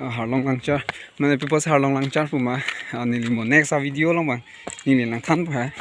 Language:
Karbi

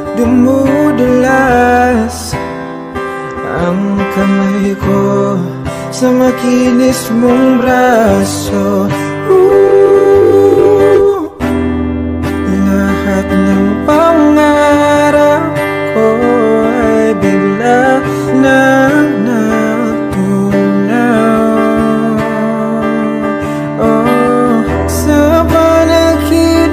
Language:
Filipino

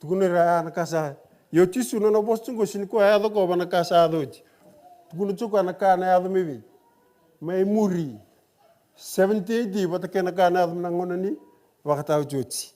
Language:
Fijian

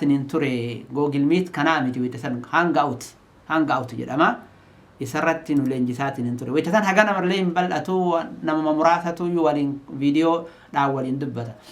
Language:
Oromo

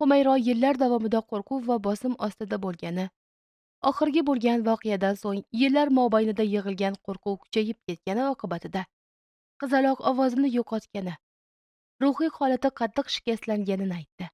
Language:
Uzbek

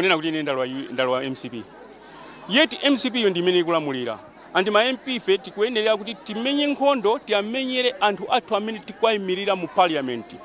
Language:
Nyanja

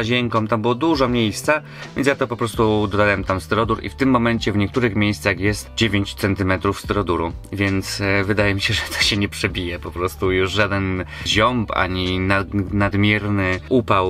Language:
Polish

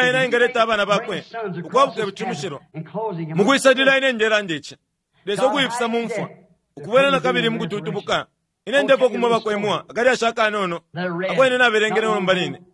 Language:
Bemba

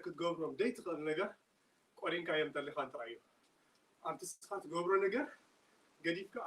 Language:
Tigrinya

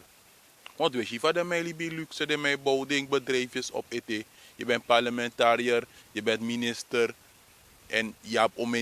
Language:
Sranan Tongo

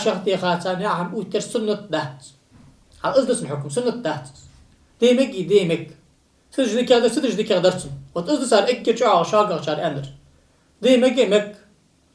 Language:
Ingush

